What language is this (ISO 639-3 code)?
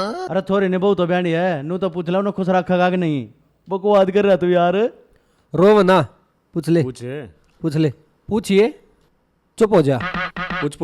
bgc